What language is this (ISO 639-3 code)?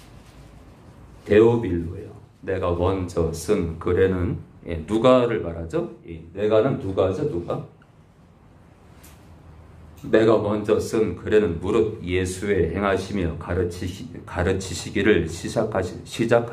kor